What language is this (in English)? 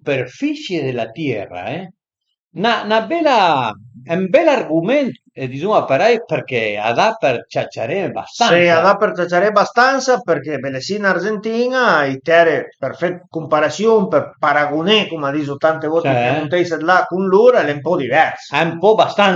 Piedmontese